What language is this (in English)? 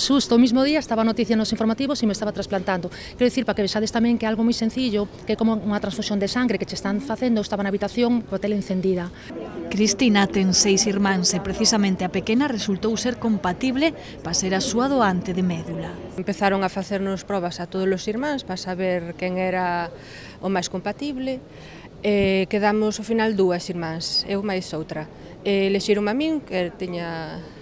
Galician